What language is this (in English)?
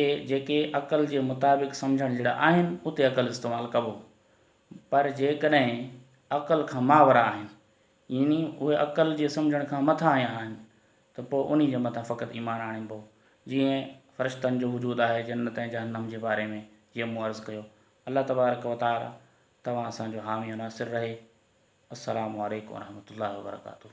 Sindhi